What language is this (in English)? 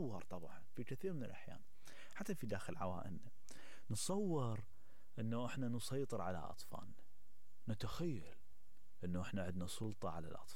Mesopotamian Arabic